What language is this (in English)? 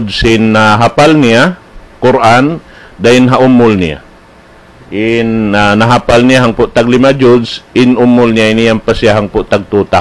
Tausug